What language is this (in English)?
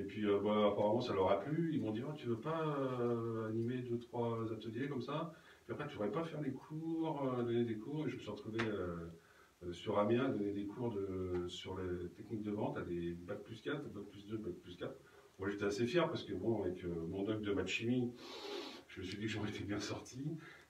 French